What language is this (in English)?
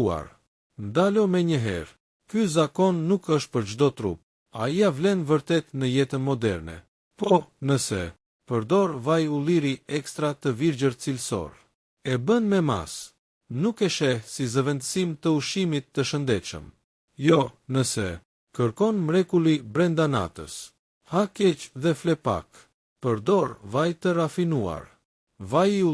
Albanian